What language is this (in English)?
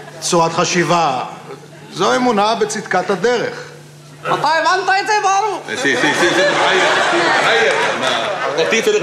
Hebrew